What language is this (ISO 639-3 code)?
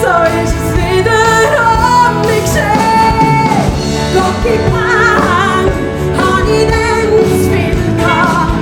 gsw